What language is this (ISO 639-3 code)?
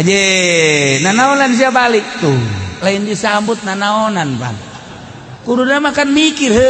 sun